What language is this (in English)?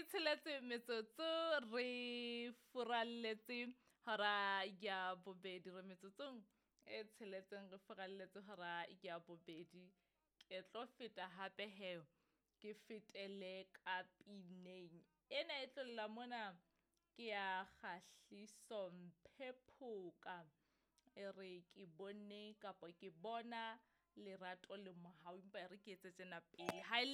Southern Sotho